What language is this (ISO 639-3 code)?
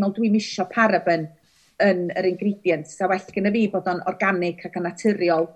cym